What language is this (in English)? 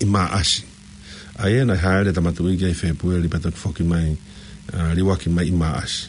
Tongan